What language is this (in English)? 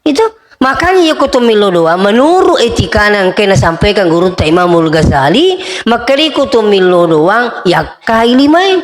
Buginese